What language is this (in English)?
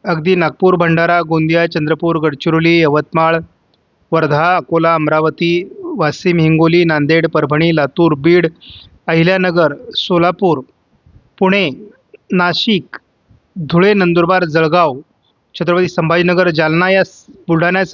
Marathi